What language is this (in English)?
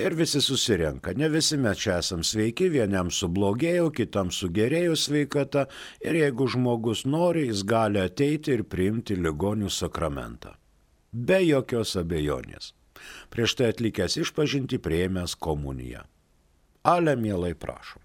Lithuanian